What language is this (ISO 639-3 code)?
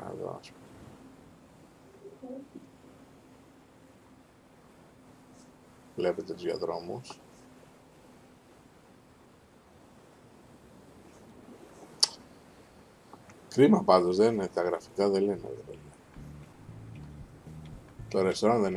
ell